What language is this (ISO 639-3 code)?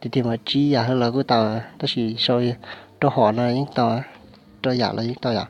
hmn